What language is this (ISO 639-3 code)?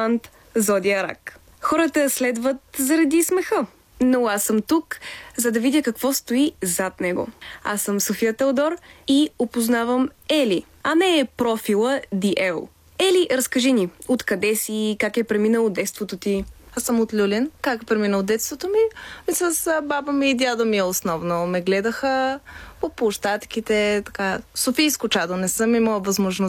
bul